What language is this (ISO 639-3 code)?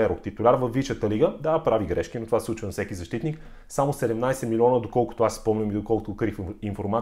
bul